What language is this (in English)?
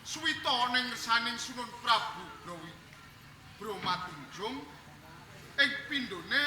Javanese